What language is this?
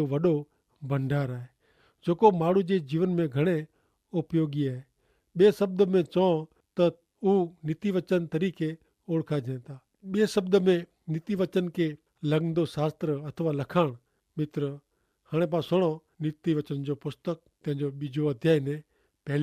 Kachhi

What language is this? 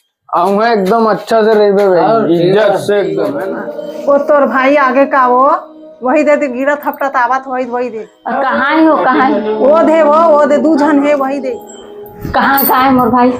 Chhattisgarhi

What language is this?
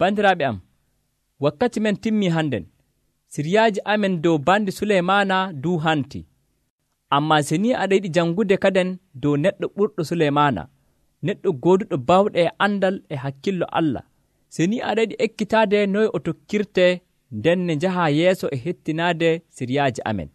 Nigerian Fulfulde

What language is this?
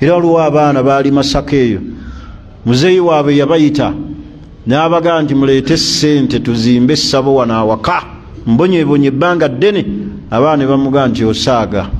Ganda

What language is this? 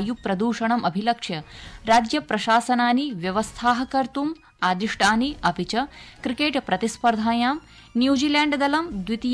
Sanskrit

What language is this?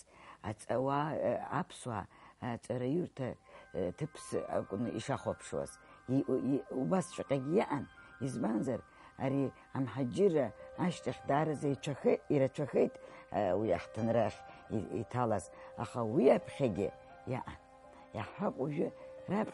Abkhazian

